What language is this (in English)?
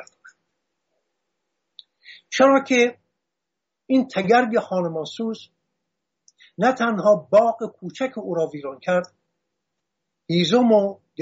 Persian